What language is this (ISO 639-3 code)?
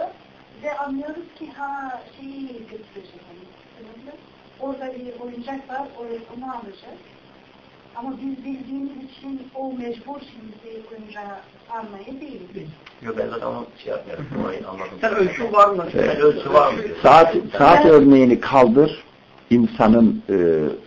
tur